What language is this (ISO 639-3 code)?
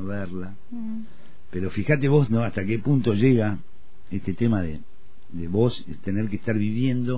spa